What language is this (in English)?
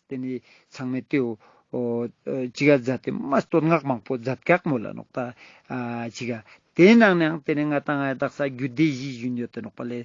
Ladakhi